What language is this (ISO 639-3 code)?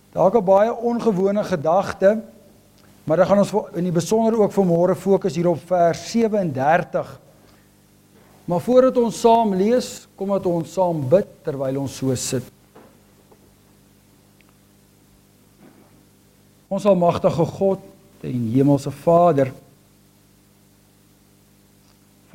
afr